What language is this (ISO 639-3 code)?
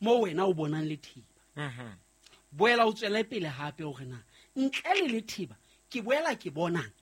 sot